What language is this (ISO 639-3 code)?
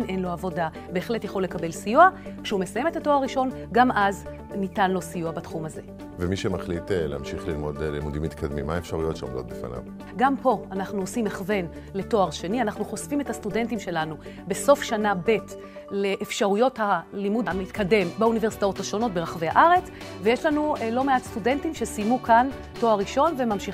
heb